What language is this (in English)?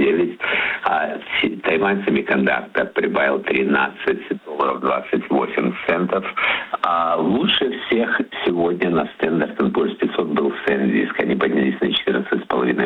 Russian